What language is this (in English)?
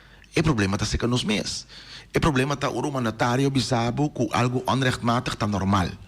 Papiamento